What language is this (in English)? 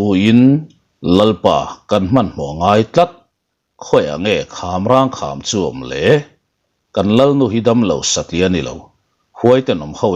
Mizo